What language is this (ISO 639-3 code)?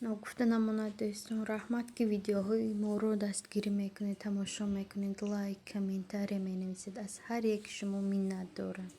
tgk